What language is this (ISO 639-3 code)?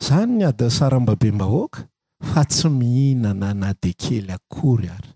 mlg